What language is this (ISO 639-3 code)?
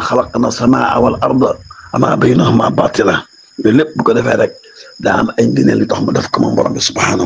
wol